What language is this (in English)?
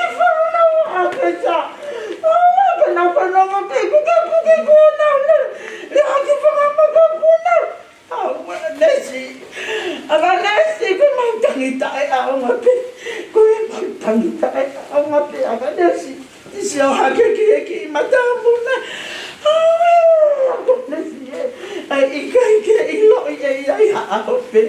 Tongan